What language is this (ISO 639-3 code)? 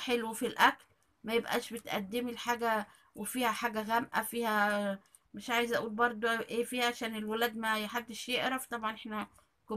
arz